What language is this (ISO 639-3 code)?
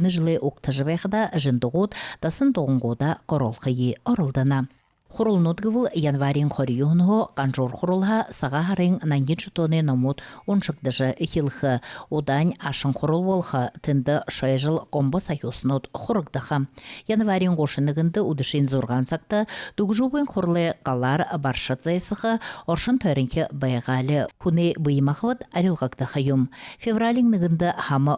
bua